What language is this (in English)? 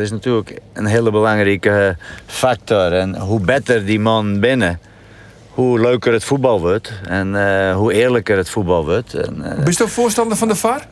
Western Frisian